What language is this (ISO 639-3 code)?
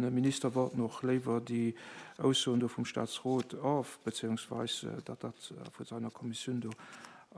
ltz